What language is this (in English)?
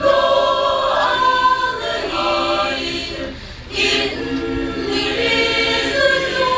Chokri Naga